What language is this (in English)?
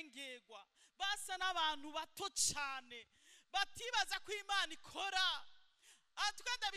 Rundi